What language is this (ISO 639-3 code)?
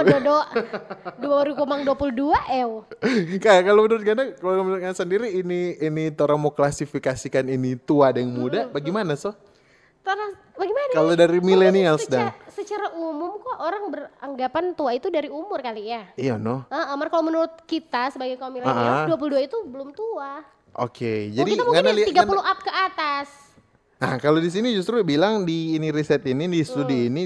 xmm